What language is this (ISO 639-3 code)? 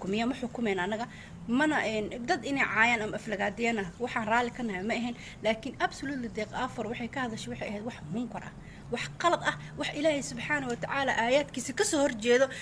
som